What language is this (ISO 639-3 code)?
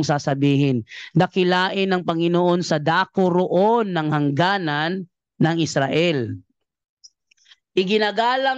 fil